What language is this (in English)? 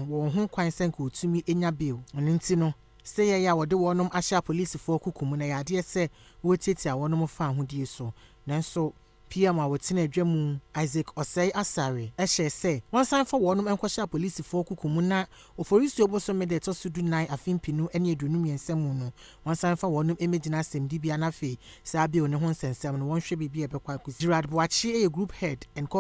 Akan